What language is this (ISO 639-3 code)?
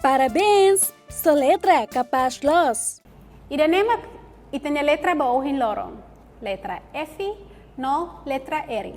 tet